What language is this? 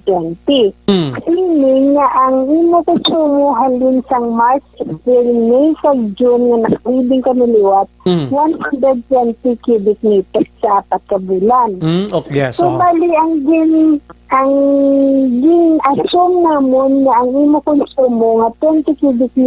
Hiligaynon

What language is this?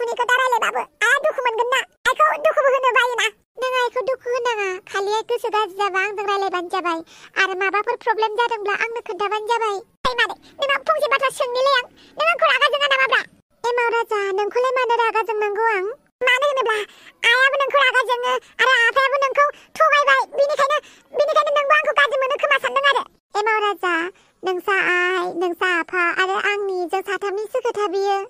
Bodo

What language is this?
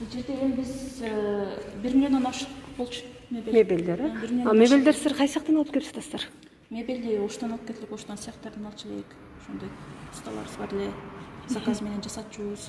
Kyrgyz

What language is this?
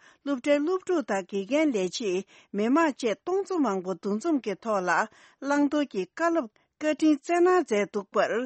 Tibetan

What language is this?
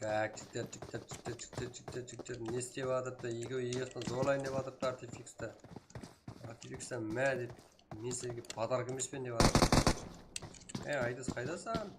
Kara-Kalpak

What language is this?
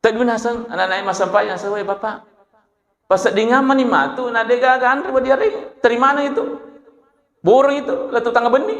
Buginese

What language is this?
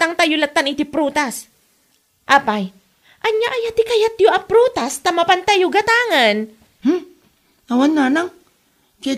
Iloko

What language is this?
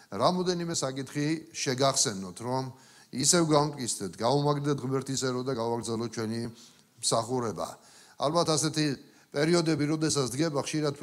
Georgian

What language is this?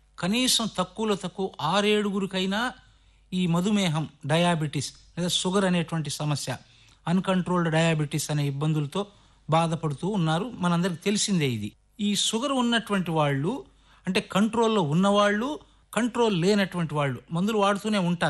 Telugu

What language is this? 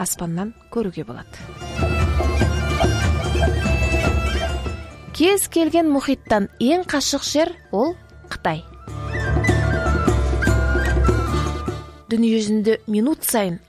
Kazakh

